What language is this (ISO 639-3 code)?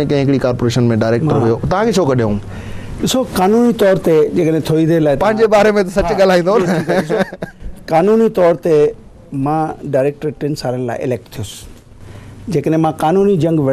snd